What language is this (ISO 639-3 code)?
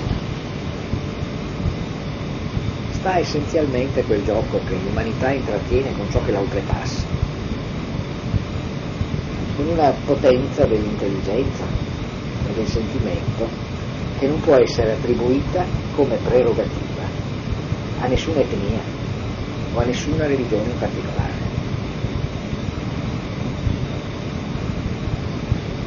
ita